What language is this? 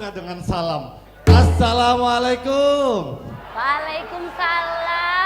Banjar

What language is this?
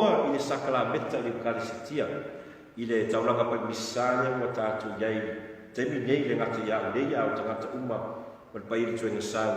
Samoan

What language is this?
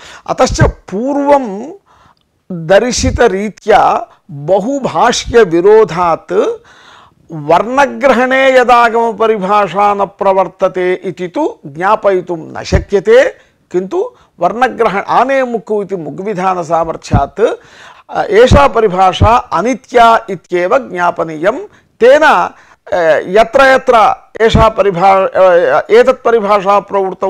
Sanskrit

